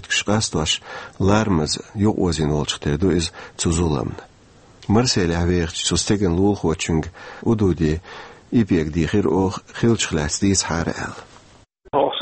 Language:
Chechen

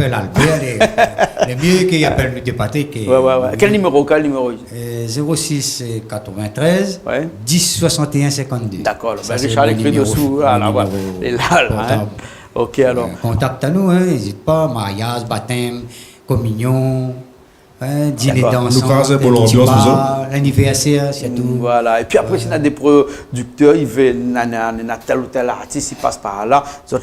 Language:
Réunion Creole French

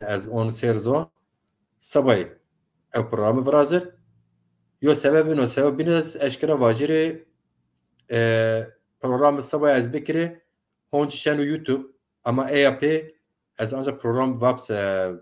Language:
Zaza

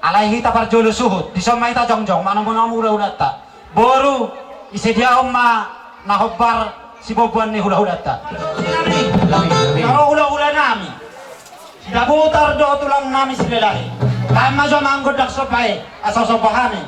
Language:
Batak Toba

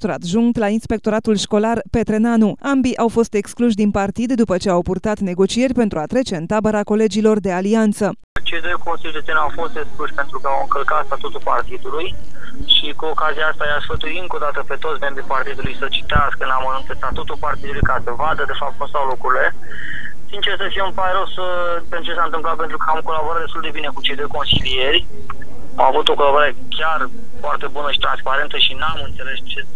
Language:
Romanian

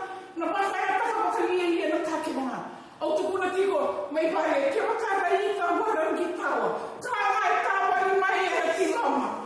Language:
Fijian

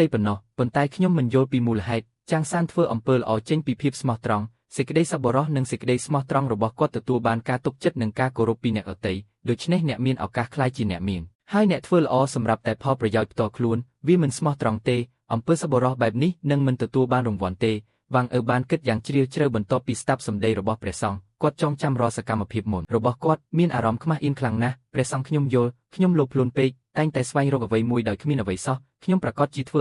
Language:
Khmer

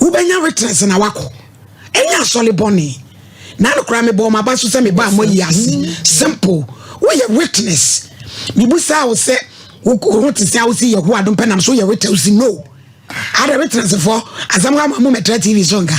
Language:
Akan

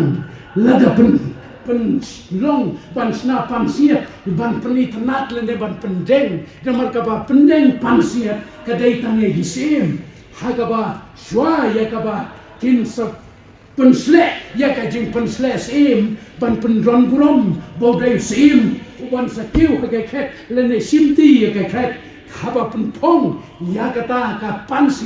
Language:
Khasi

